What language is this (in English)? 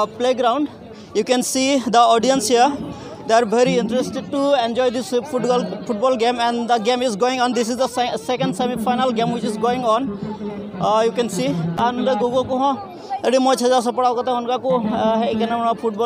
Santali